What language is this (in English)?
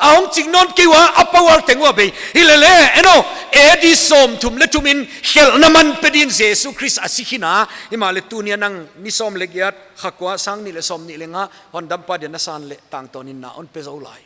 Paite Chin